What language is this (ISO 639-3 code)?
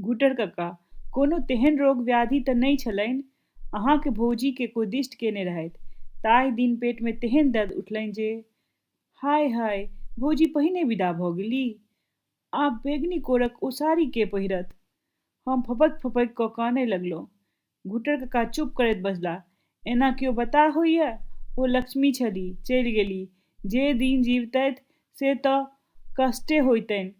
mai